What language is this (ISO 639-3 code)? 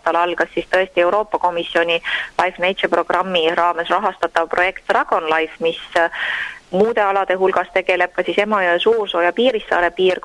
est